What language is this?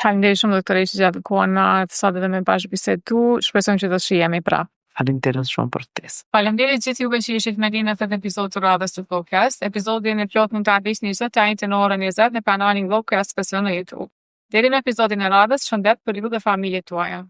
Albanian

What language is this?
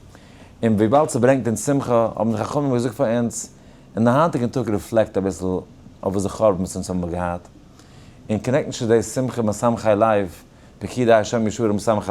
Yiddish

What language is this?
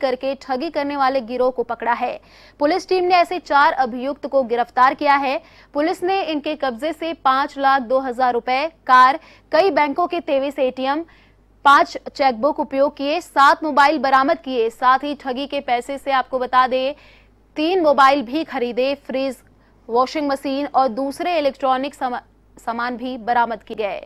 Hindi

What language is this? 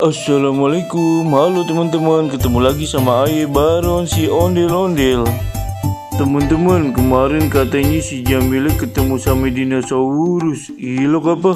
Betawi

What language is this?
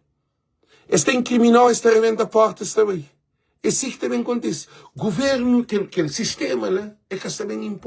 Kabuverdianu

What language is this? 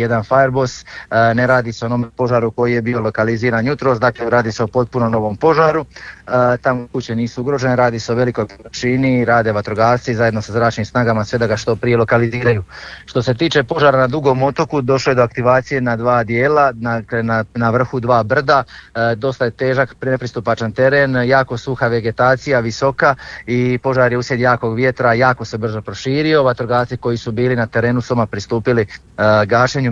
Croatian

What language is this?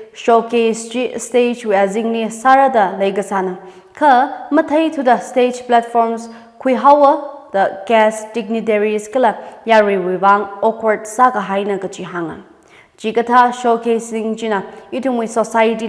Tangkhul Naga (India)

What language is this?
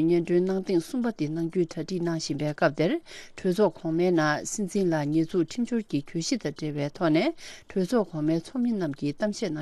Tibetan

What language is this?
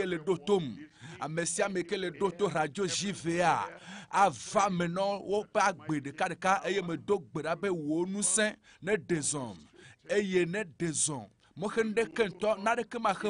Ewe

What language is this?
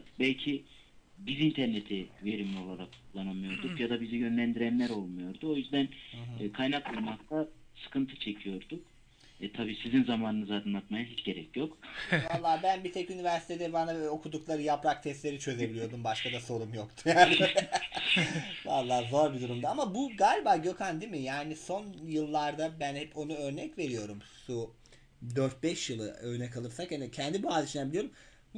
Turkish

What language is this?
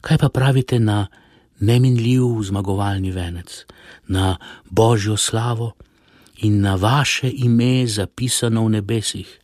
Slovenian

